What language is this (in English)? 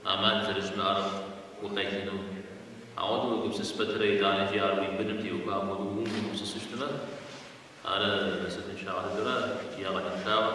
Kabardian